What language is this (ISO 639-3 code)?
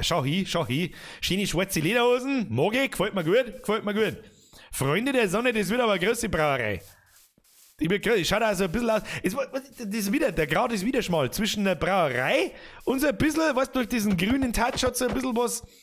bar